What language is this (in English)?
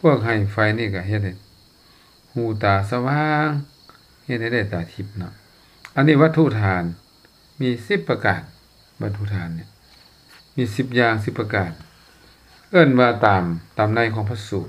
Lao